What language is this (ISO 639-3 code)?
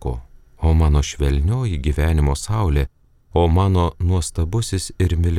lit